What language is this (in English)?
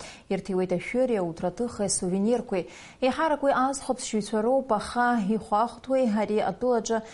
Abkhazian